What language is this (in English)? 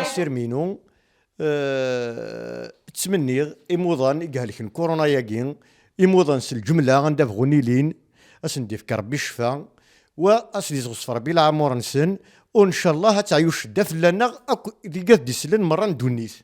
Kabyle